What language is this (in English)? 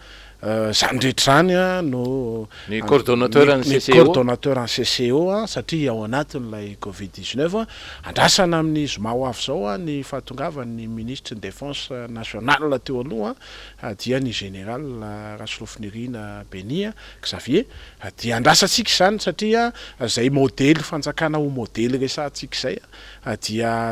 Malagasy